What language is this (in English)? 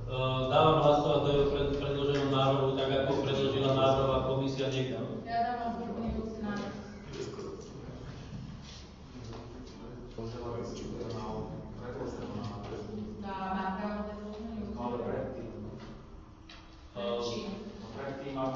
Slovak